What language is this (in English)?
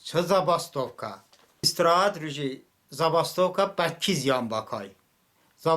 Talysh